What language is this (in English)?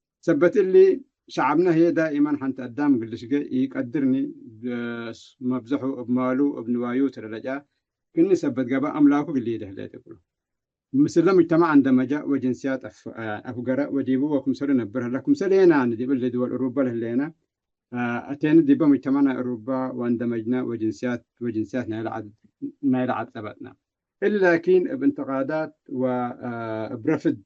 Tigre